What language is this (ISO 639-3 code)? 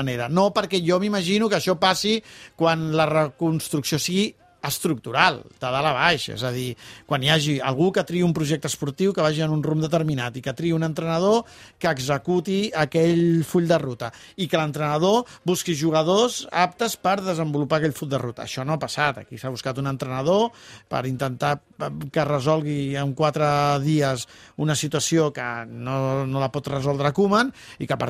cat